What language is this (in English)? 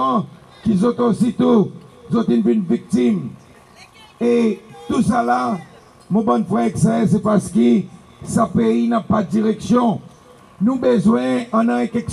Seselwa Creole French